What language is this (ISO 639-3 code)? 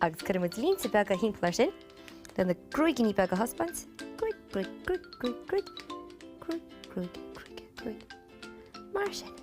gle